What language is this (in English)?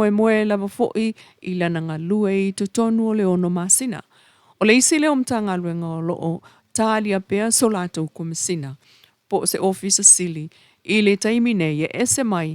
Samoan